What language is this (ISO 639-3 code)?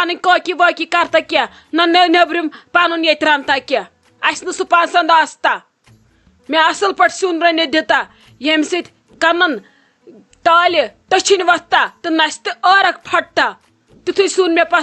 kas